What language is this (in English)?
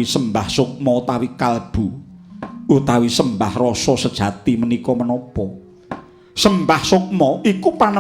Javanese